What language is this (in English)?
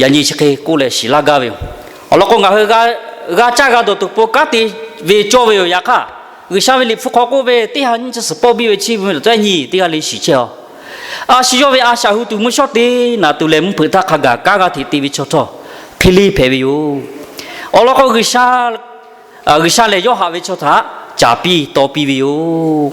Lahu